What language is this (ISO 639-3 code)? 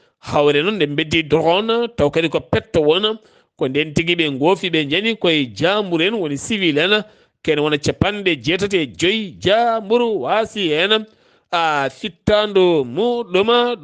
ful